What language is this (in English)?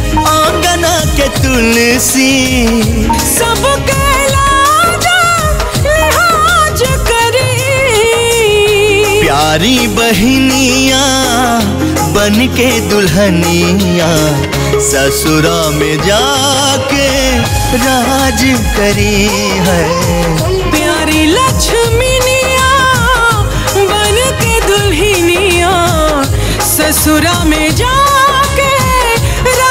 Bhojpuri